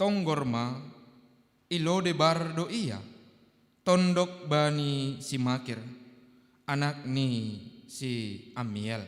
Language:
Batak Simalungun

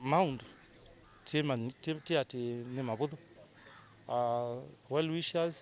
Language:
Kamba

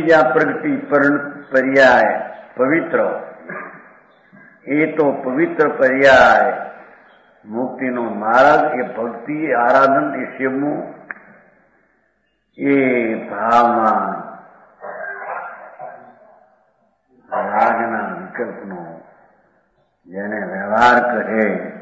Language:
Gujarati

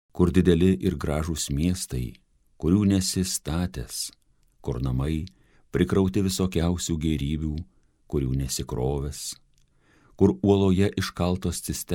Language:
Lithuanian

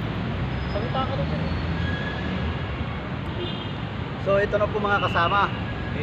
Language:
Filipino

